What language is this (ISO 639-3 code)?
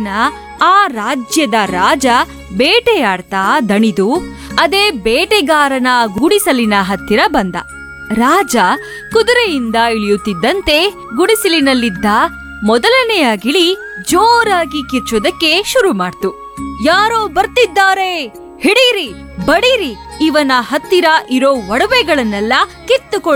kan